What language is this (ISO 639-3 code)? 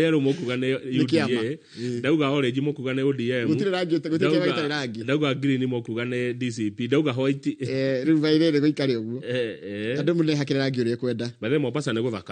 kik